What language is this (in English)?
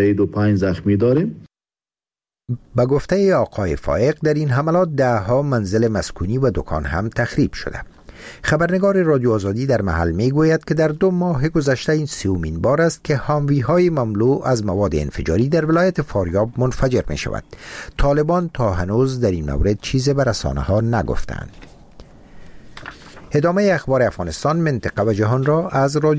Persian